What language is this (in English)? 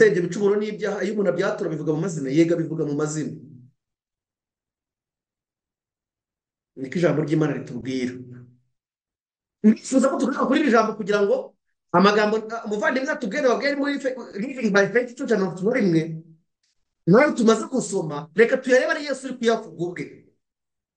Kinyarwanda